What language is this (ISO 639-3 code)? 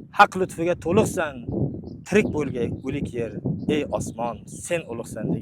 uzb